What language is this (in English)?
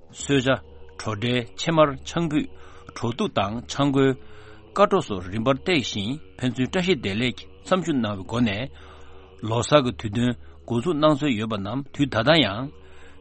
Tibetan